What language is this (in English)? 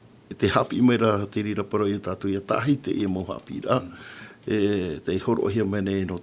Tahitian